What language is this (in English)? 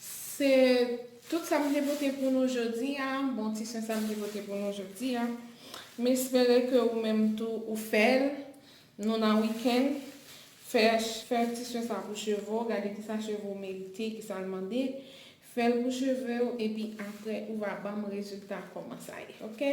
Haitian Creole